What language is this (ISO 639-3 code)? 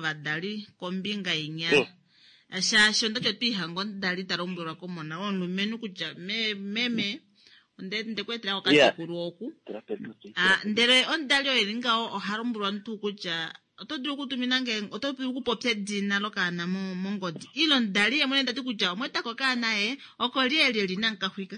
kua